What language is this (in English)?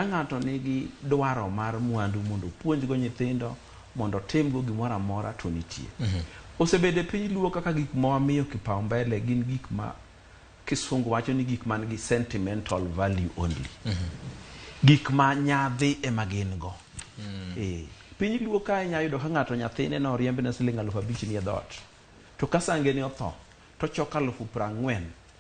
Luo (Kenya and Tanzania)